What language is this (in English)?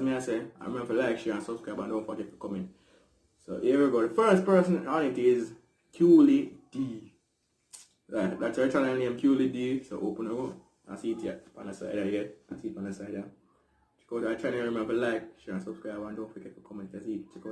Jamaican Creole English